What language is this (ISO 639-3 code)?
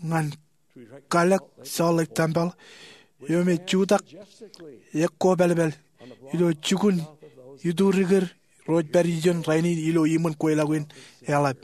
mah